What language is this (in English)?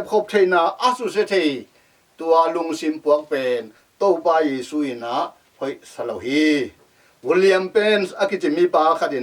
Tedim Chin